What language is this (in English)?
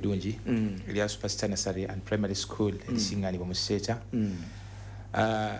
Ganda